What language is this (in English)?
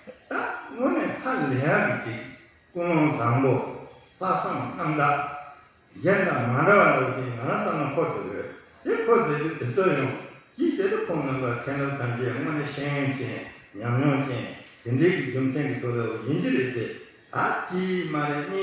Tibetan